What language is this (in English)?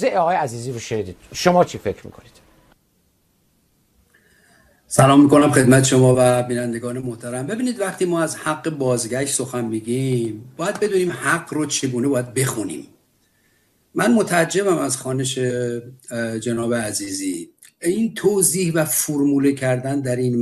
Persian